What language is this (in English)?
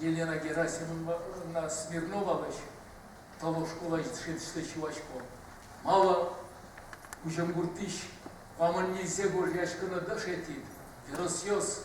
Udmurt